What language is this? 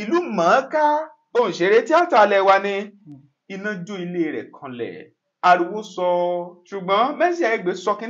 Yoruba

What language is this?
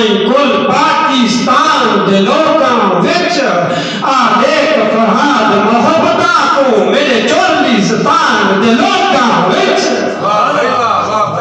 Saraiki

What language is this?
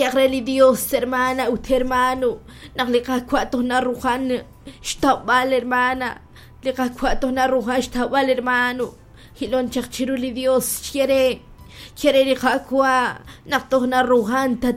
Kekchí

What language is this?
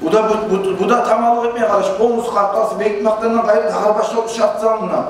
Kumyk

